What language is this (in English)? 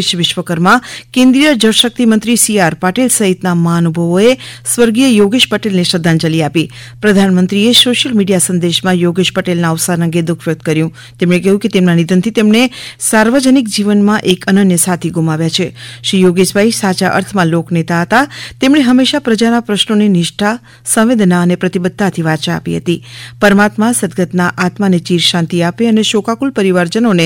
Gujarati